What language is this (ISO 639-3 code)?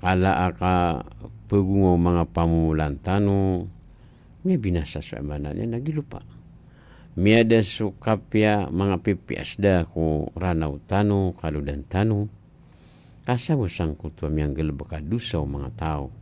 mrw